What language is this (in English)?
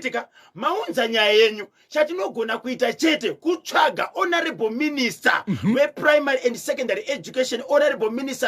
Shona